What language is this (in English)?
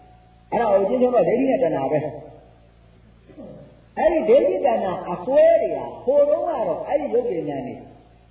Burmese